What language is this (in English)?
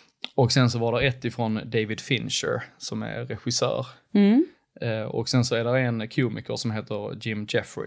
Swedish